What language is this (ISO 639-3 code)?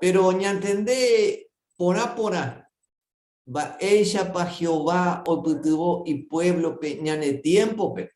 grn